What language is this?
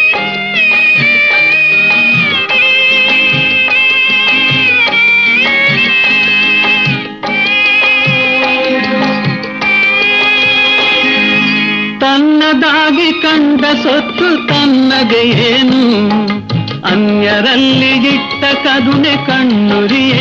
Kannada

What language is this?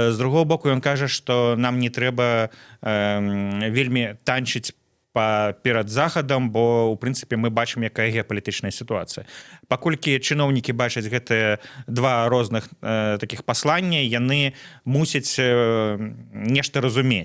Belarusian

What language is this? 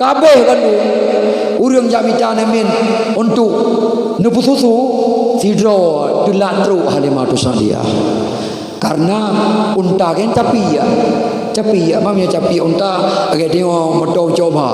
Achinese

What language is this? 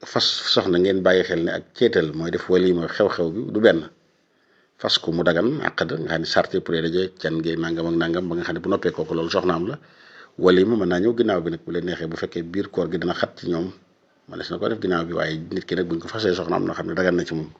Wolof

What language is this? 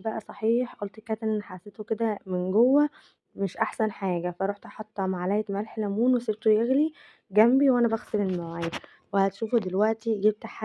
Egyptian Arabic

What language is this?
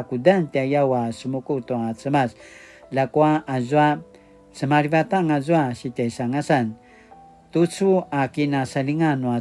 Paiwan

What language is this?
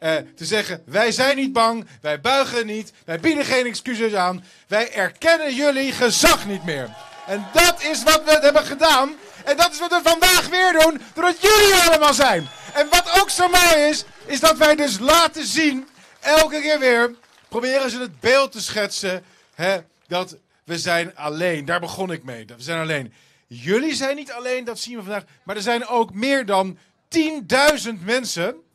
Dutch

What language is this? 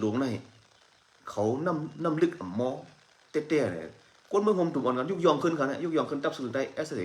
Shan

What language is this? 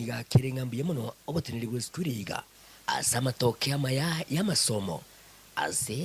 Gusii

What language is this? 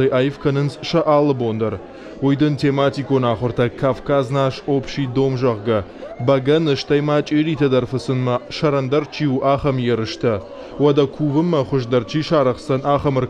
Ossetic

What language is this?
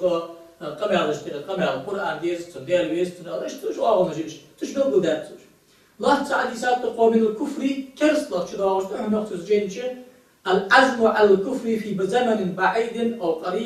Ingush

